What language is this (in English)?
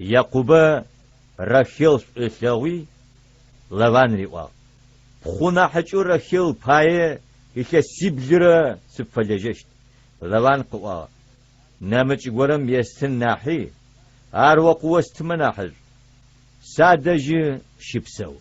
Adyghe